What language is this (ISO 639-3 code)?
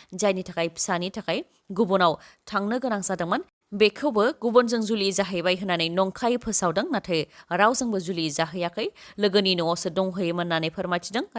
brx